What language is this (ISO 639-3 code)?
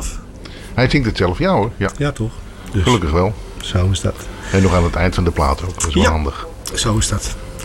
nld